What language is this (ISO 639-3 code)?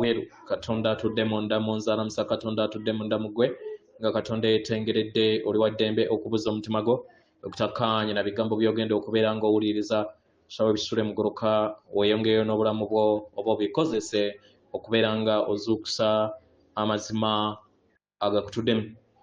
lug